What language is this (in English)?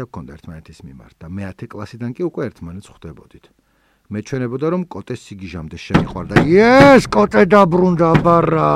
Georgian